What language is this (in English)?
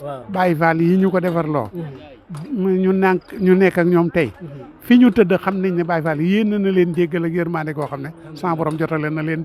Wolof